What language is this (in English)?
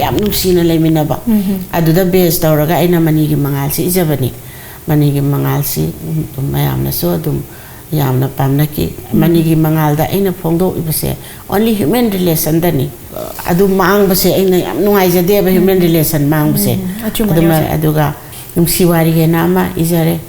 Manipuri